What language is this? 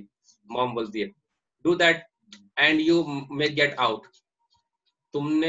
Hindi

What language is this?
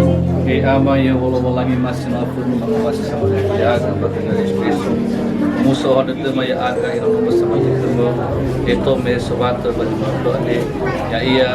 Nias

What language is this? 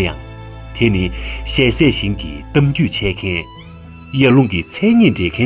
Tibetan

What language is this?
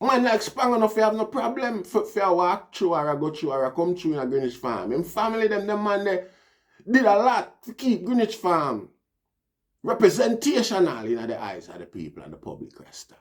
Jamaican Creole English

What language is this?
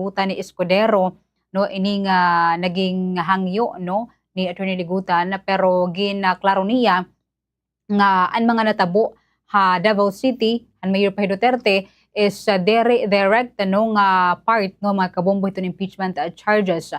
Waray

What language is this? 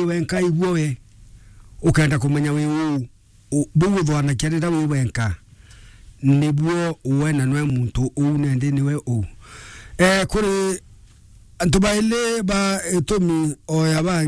Meru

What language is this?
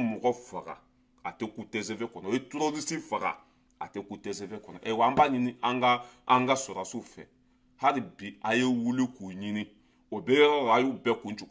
Bambara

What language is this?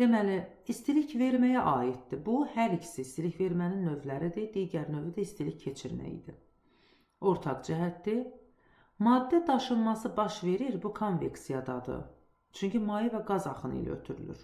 Azerbaijani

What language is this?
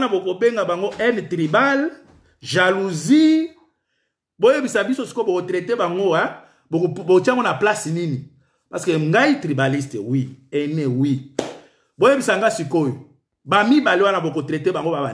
Lingala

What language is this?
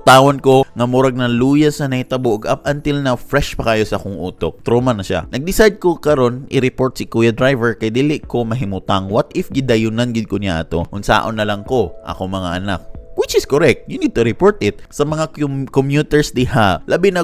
Cebuano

